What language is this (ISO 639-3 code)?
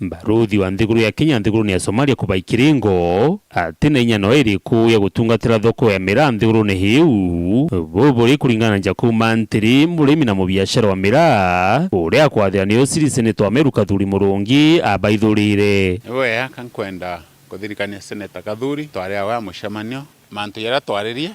mer